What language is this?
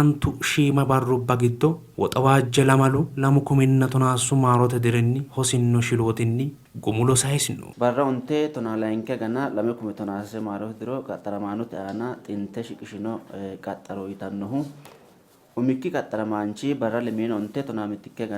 Sidamo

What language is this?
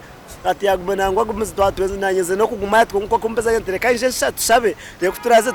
Nyankole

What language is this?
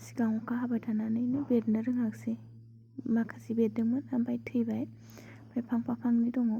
Bodo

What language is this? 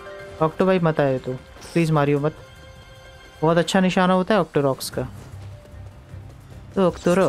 Hindi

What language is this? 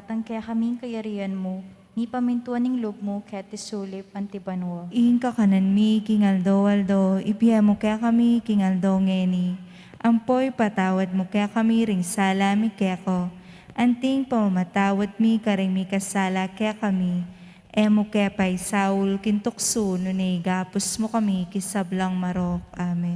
Pampanga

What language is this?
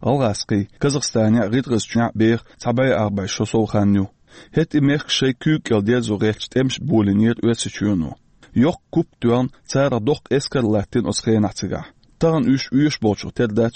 Chechen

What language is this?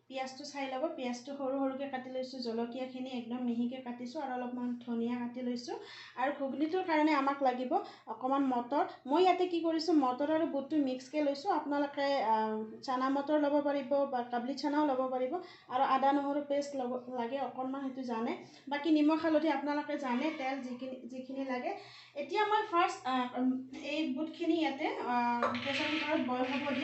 Assamese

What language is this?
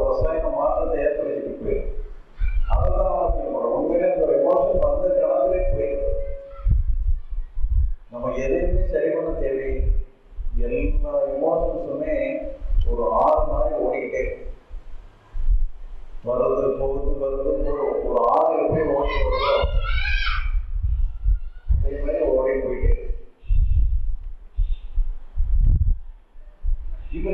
Tamil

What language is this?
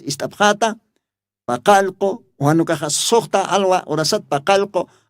Aymara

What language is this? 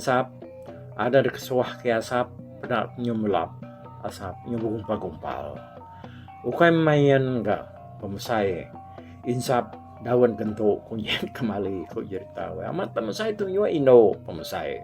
Iban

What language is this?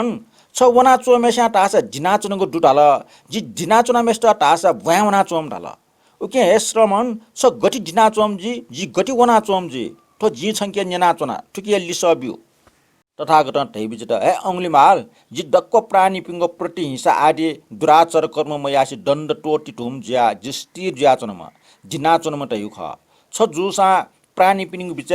Newari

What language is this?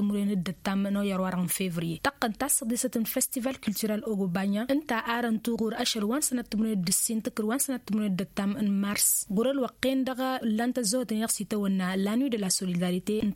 Tamasheq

